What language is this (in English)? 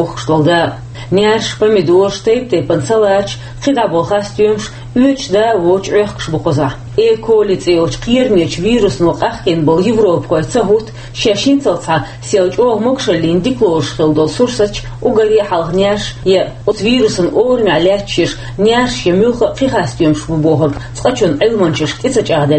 Chechen